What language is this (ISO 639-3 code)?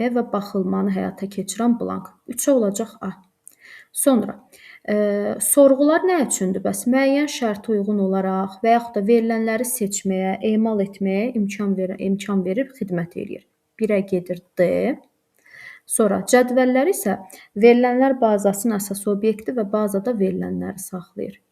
aze